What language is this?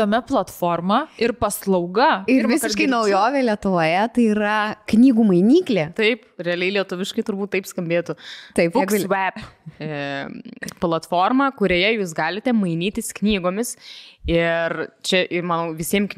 Lithuanian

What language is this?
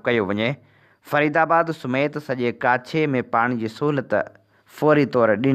Sindhi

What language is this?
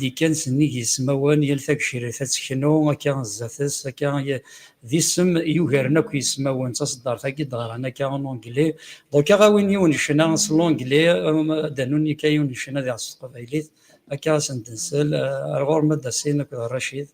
Kabyle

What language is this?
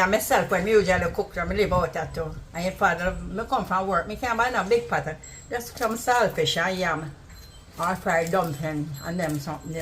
Jamaican Creole English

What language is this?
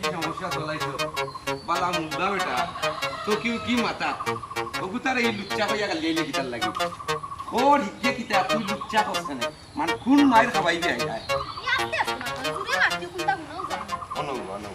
Sylheti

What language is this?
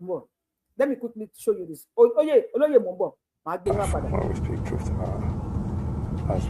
Yoruba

